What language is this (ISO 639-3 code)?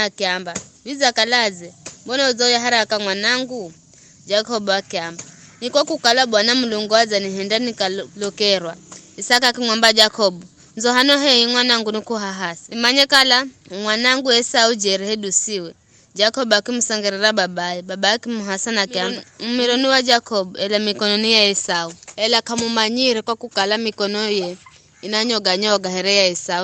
nyf